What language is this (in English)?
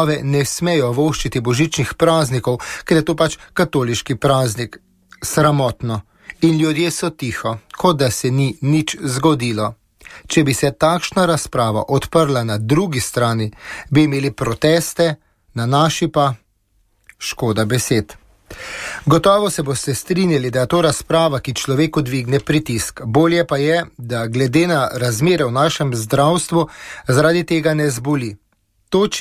Slovenian